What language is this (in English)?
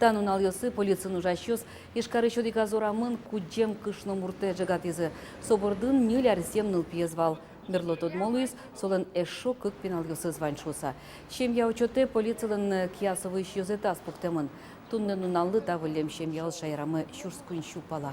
Udmurt